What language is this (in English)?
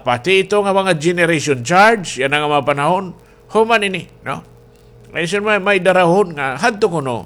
Waray